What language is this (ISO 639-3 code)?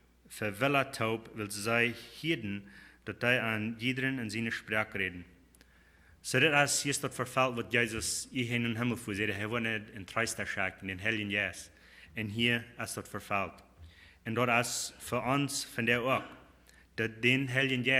pdt